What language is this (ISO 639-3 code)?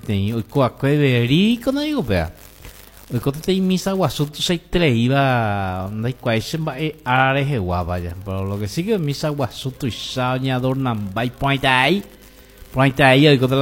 grn